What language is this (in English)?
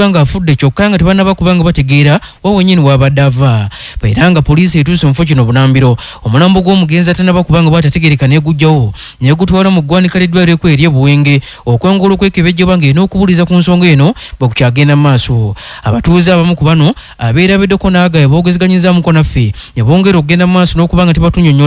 Ganda